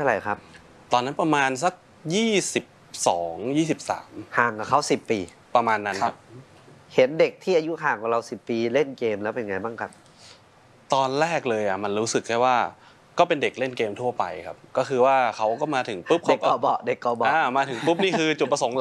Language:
Thai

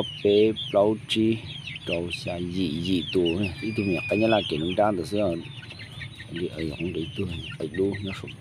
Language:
Hmong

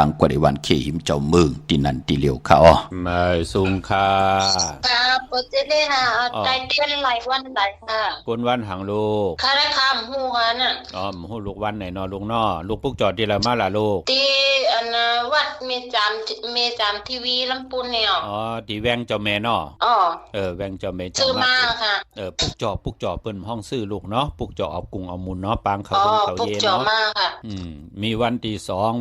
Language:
Shan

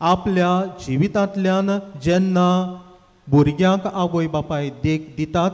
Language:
Konkani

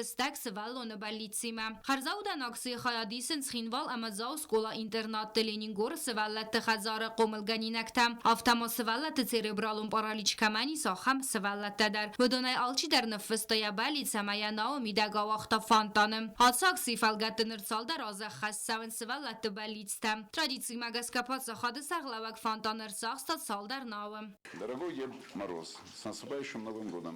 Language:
Ossetic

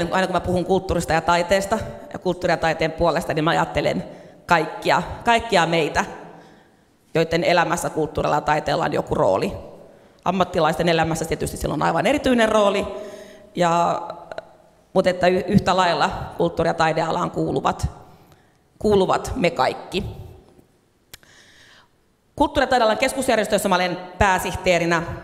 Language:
Finnish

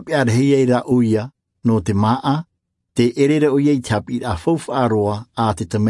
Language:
Tahitian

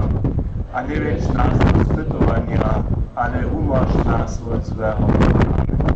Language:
Upper Sorbian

